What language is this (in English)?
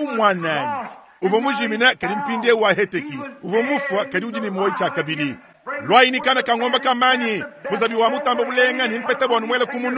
Luba-Lulua